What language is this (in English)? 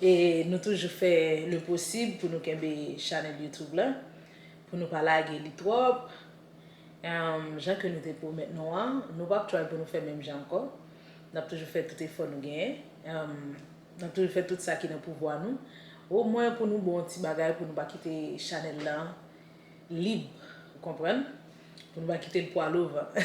Haitian Creole